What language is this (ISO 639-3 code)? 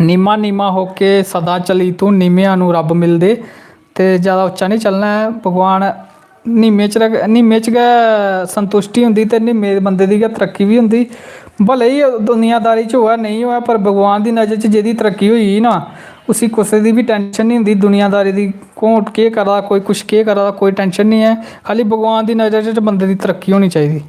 doi